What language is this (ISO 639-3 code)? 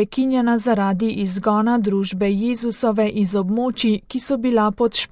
slv